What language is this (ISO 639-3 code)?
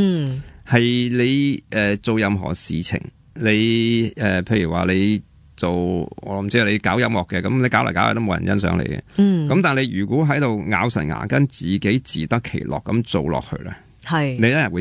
yue